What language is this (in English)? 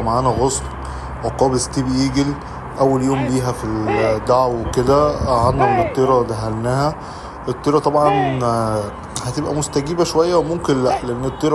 Egyptian Arabic